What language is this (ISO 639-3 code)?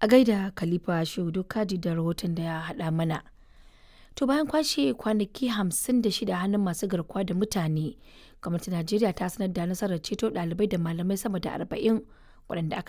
hau